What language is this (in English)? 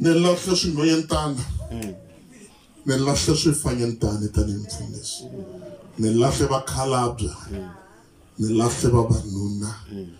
Tsonga